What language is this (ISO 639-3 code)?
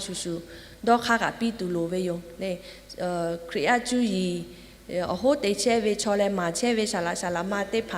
lhu